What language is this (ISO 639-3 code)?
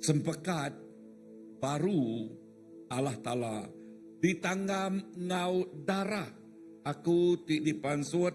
iba